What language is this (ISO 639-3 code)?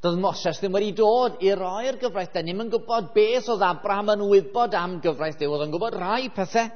cym